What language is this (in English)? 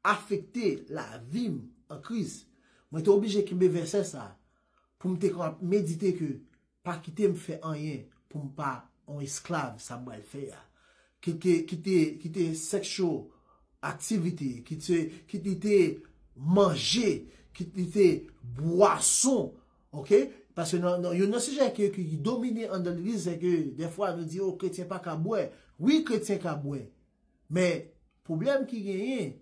Haitian Creole